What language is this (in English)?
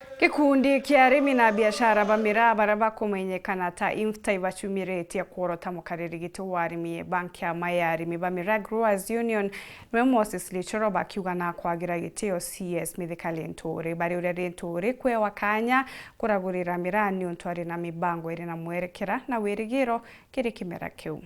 Meru